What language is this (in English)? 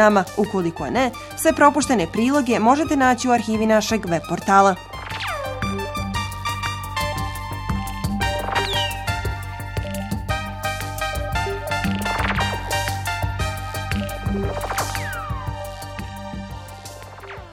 Bosnian